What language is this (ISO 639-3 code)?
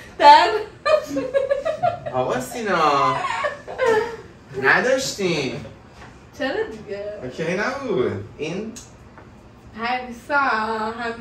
fas